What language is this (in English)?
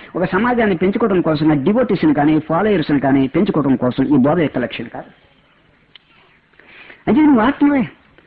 Telugu